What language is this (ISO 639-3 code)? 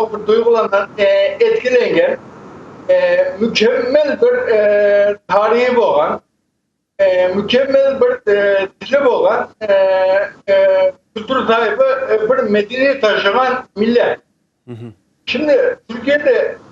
crh